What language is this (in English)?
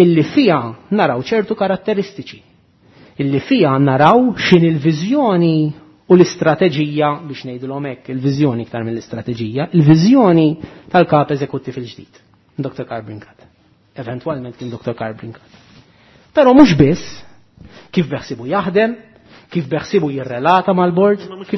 Maltese